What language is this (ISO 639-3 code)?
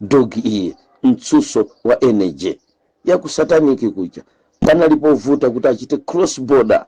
nya